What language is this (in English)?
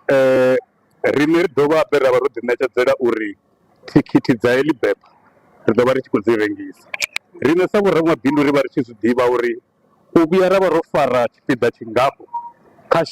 Venda